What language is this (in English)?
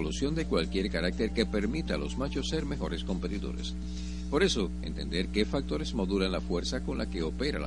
Spanish